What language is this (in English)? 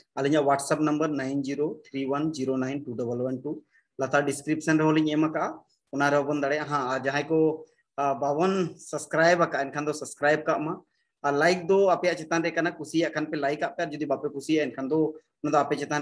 Santali